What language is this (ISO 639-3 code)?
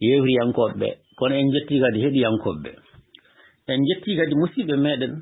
ful